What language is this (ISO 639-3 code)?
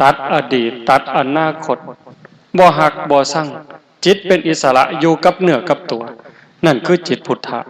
tts